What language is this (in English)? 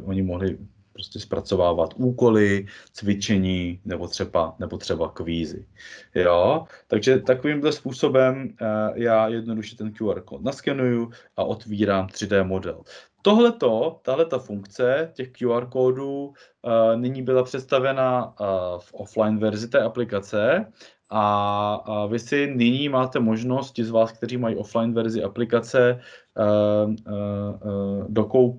Czech